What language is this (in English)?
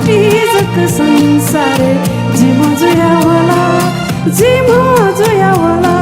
Newari